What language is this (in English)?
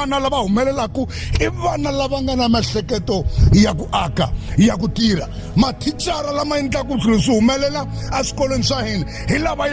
Tsonga